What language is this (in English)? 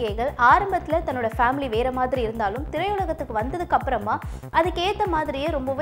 Tamil